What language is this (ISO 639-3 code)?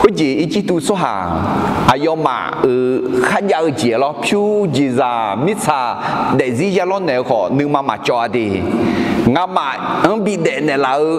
ahk